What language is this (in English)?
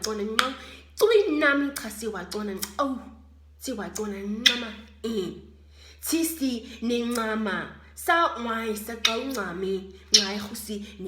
Nama